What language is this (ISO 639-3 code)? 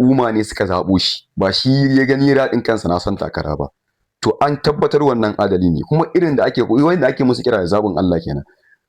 hau